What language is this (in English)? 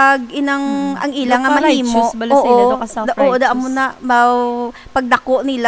Hiligaynon